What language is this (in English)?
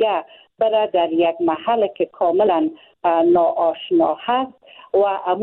Persian